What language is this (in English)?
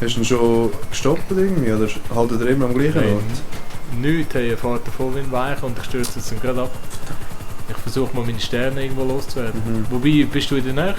Swiss German